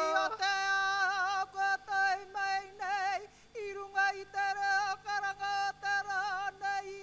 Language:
Māori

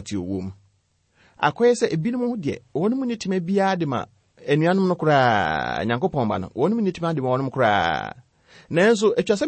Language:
Akan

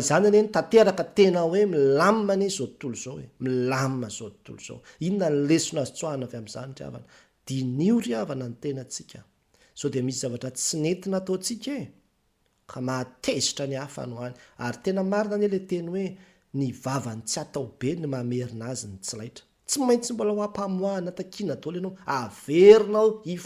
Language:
Malagasy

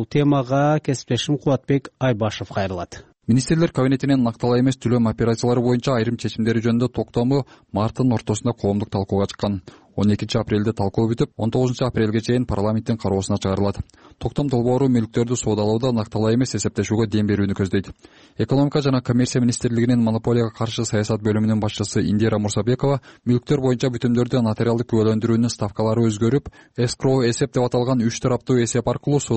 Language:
Kyrgyz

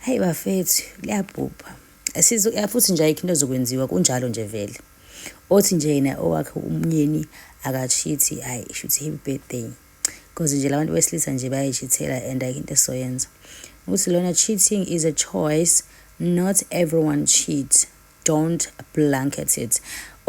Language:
Zulu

